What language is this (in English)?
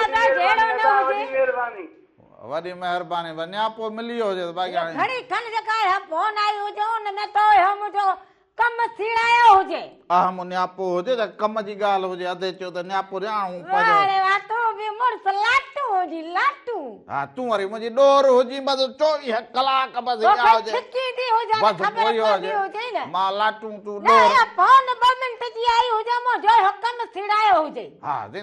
Sindhi